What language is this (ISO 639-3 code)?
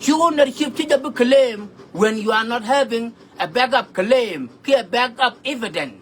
nus